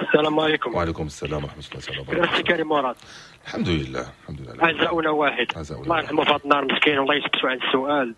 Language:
Moroccan Arabic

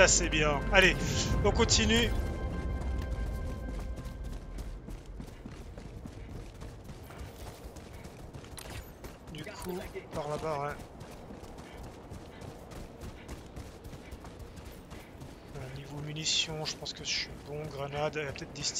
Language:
French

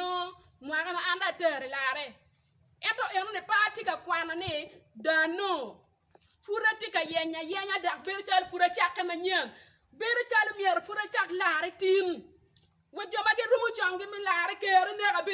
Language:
Acoli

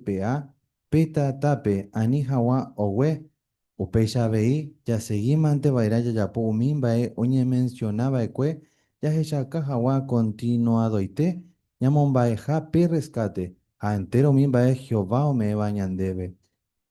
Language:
Guarani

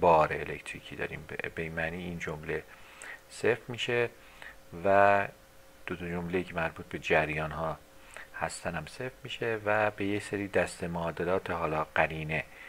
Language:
Persian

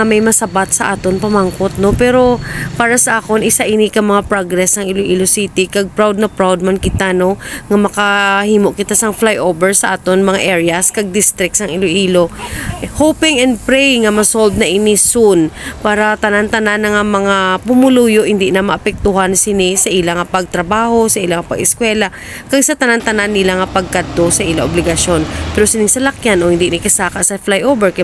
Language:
Hiligaynon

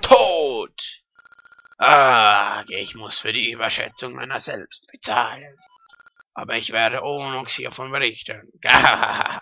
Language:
Swiss German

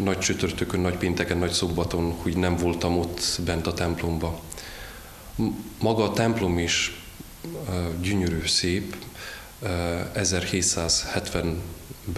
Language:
Hungarian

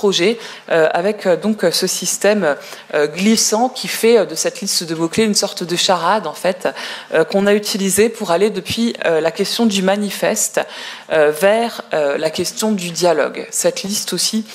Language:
French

